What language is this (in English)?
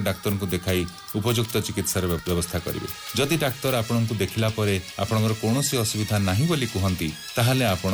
Odia